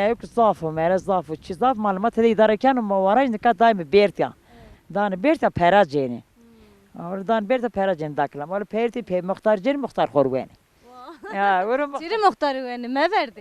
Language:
Zaza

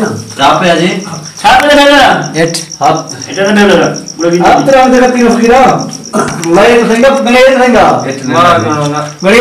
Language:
Saraiki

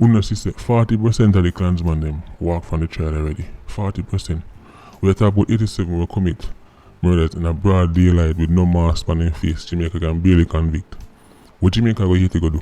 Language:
Jamaican Creole English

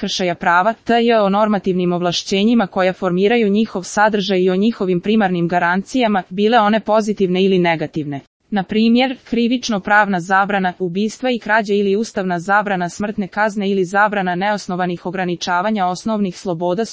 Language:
Croatian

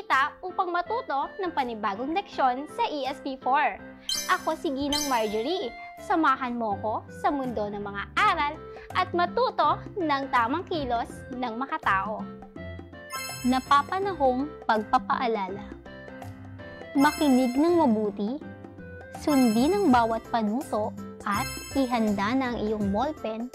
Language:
Filipino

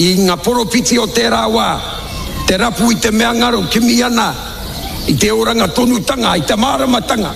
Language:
Māori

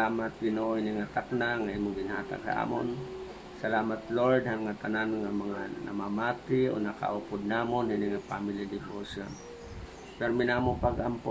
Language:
Waray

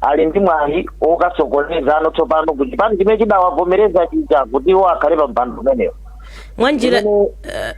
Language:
Nyanja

